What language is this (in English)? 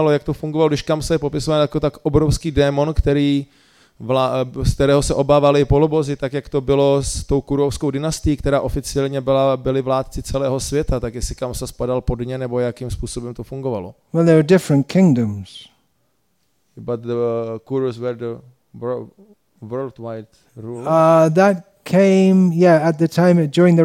Czech